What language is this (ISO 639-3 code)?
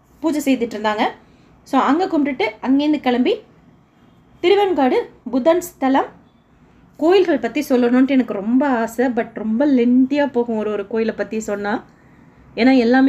tam